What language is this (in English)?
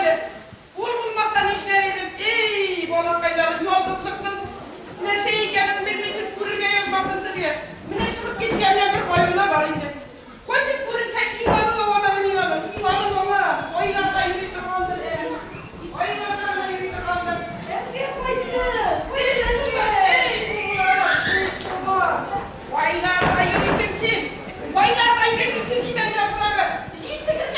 Tatar